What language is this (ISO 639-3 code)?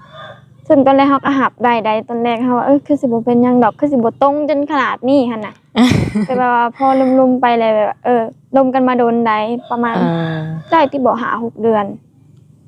lao